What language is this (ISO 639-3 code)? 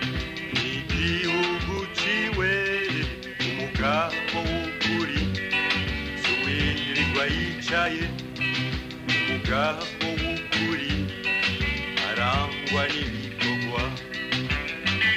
run